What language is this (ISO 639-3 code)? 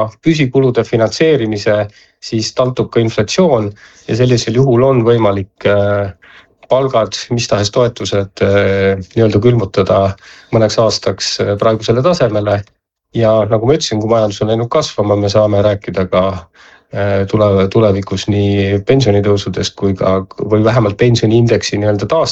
est